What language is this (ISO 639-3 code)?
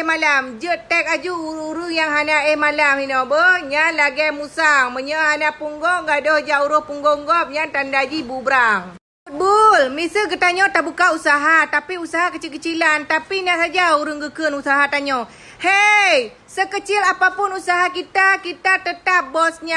ace